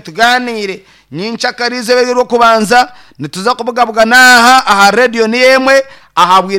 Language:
Nyankole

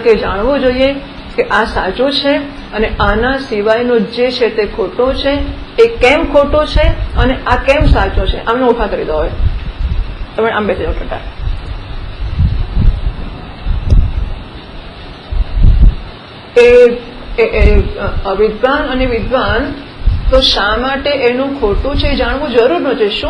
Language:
Gujarati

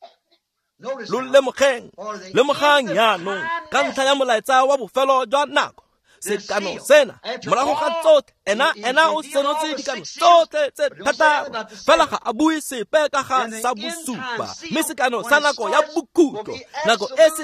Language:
Tswana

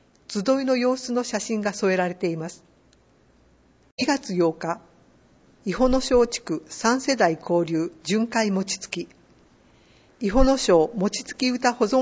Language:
Japanese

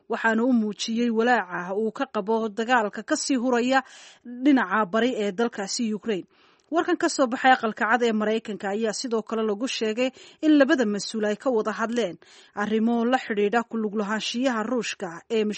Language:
Somali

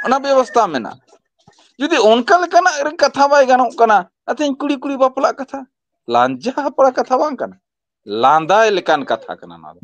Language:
Santali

